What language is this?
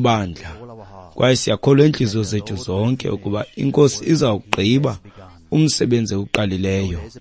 Xhosa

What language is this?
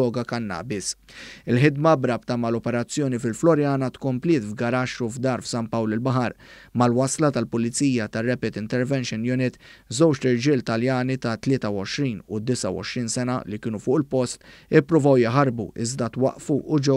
Maltese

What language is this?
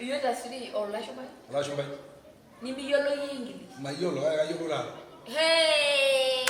Masai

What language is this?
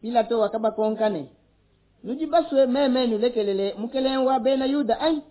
Luba-Lulua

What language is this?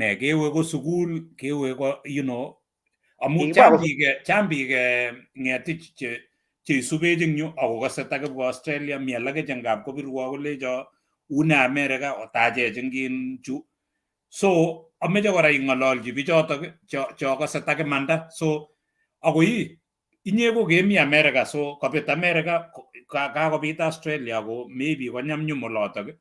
Kalenjin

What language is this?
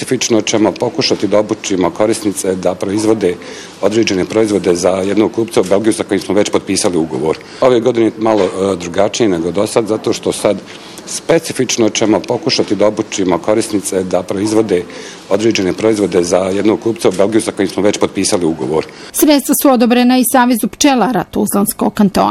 Bosnian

